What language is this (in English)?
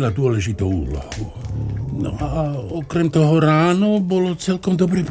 Slovak